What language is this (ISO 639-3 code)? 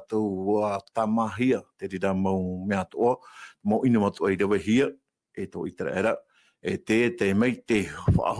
tah